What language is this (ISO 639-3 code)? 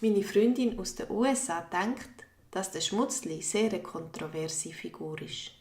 gsw